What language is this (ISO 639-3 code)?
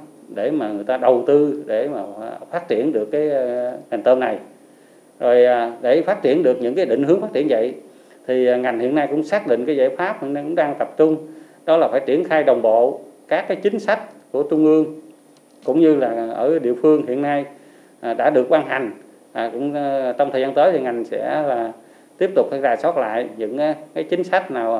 vie